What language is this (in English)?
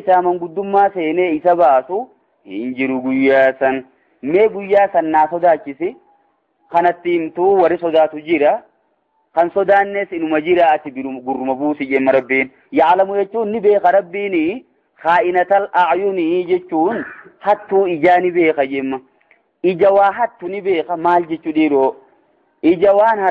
Oromo